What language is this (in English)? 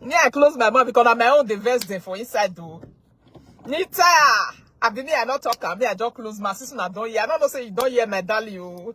Nigerian Pidgin